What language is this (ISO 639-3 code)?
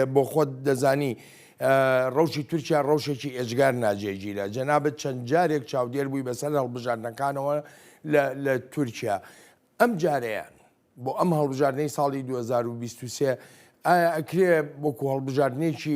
ckb